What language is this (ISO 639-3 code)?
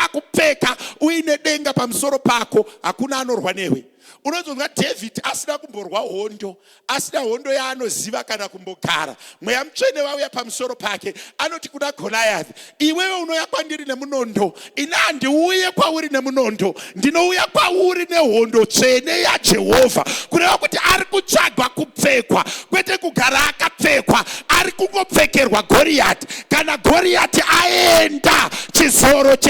sna